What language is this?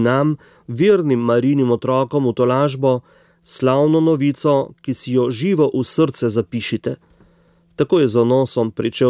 Slovenian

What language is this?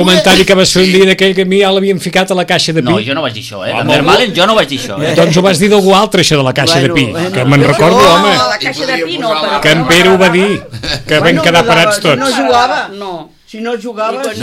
Catalan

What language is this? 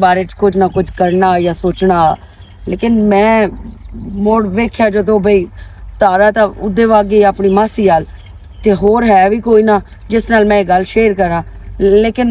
Western Panjabi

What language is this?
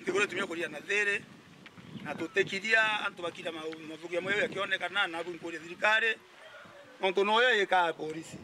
Meru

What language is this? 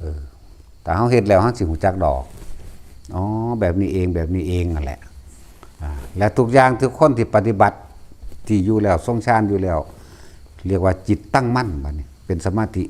Northeastern Thai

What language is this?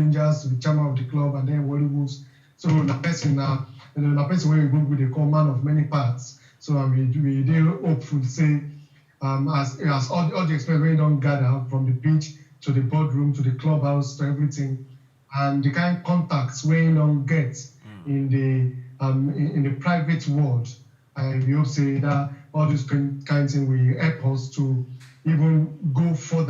Nigerian Pidgin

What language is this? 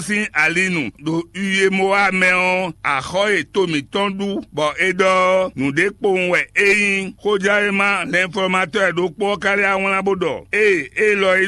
Fon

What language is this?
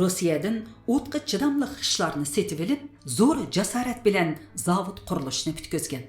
Uyghur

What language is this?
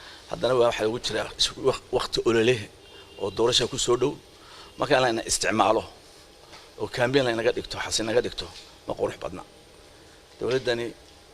Somali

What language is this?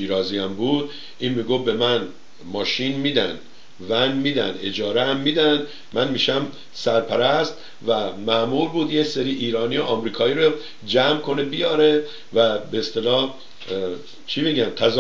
Persian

